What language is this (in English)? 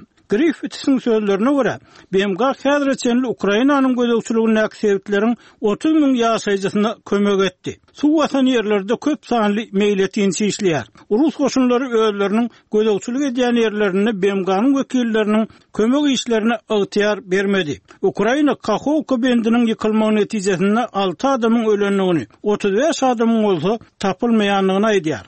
Turkmen